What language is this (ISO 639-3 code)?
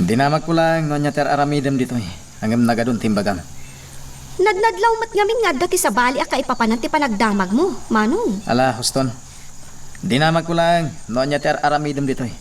ilo